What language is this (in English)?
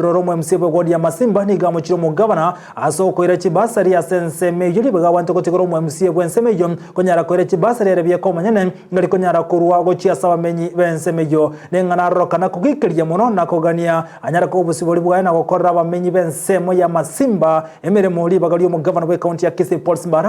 Gusii